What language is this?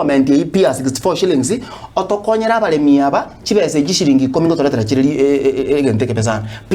Gusii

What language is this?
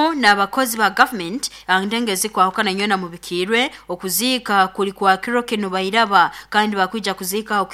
Nyoro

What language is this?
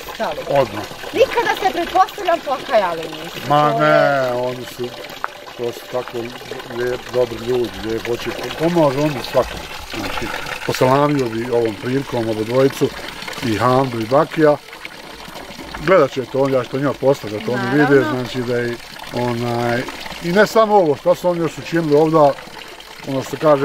Bosnian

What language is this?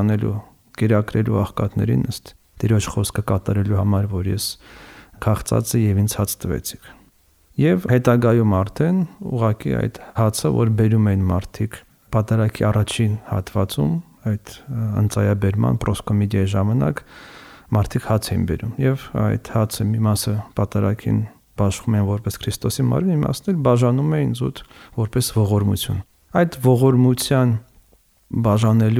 Armenian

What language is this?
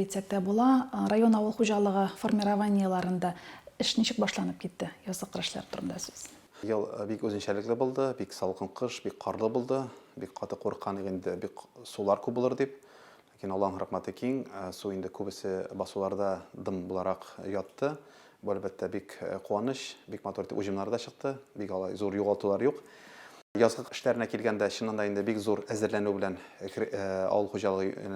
Tatar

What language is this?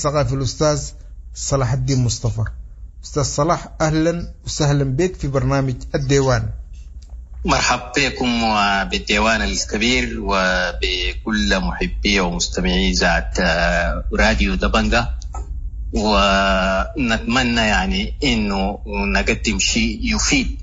Sudanese Arabic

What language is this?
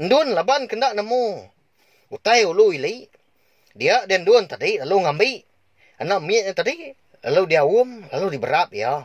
Iban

